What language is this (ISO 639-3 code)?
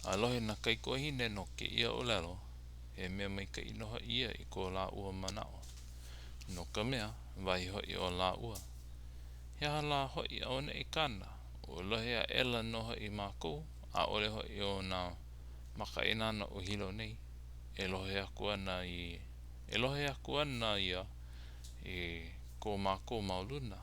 haw